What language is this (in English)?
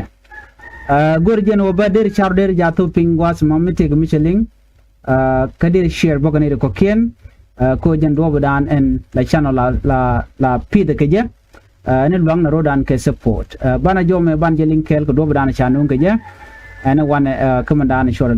Nuer